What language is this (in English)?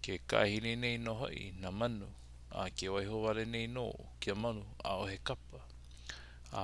Hawaiian